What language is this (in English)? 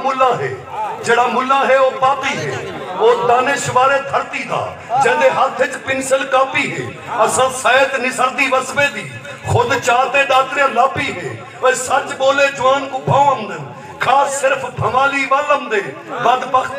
Saraiki